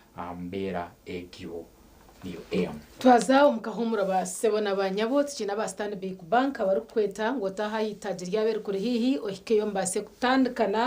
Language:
Nyankole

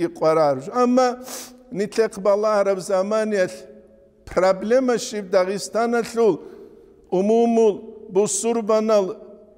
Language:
Avaric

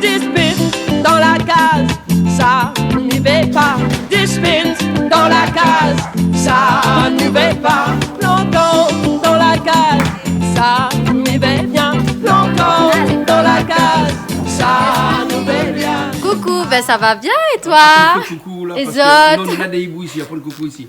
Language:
Réunion Creole French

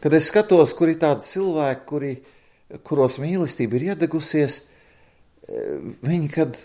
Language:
Latvian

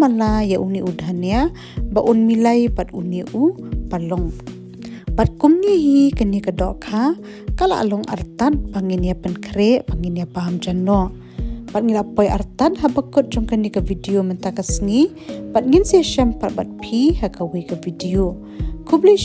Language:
Khasi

